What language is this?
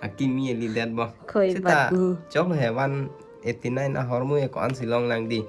Karbi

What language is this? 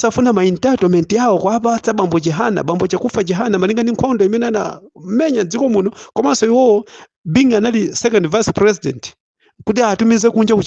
Nyanja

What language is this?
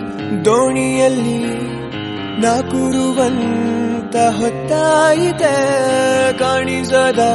Kannada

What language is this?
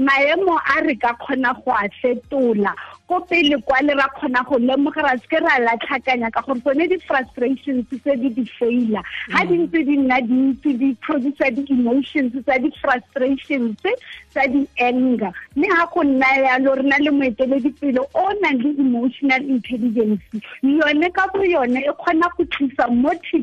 Tswana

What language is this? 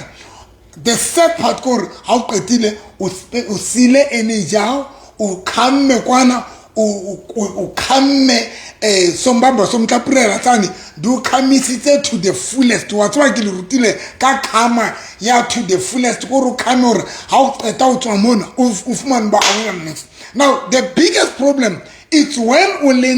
Southern Sotho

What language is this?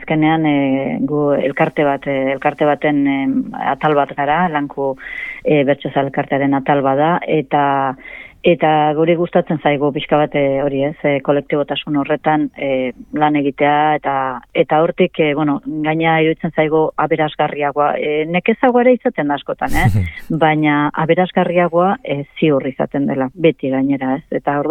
Basque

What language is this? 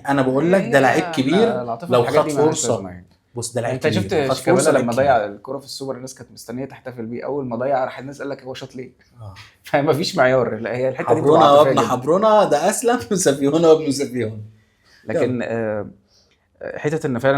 Egyptian Arabic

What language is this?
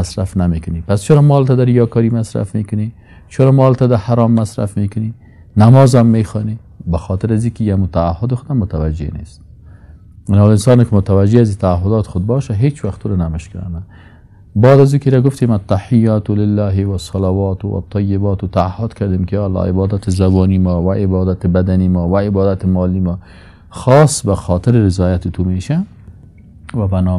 Persian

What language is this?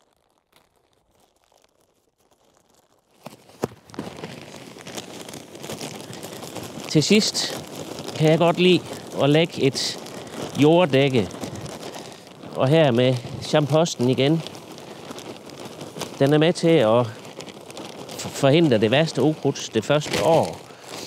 Danish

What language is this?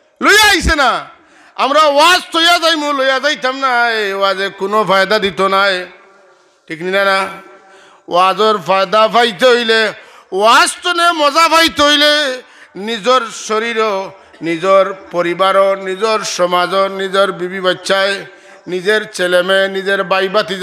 Sylheti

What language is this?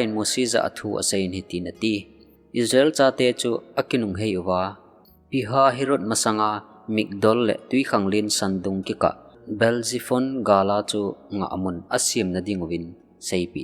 Thado Chin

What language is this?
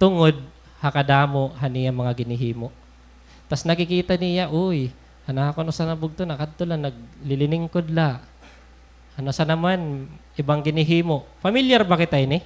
Waray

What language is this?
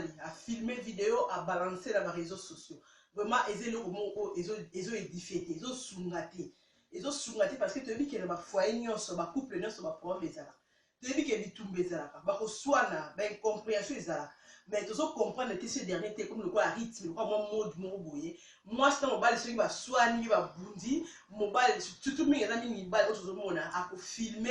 Lingala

